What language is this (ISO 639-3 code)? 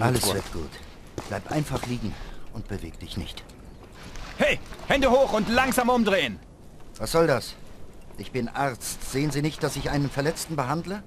bar